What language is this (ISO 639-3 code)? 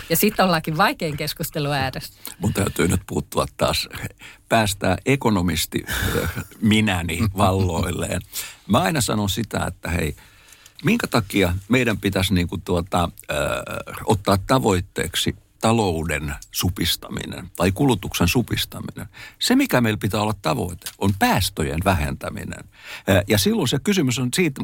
fin